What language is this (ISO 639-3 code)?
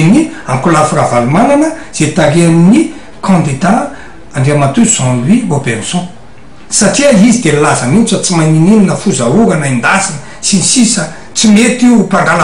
mlg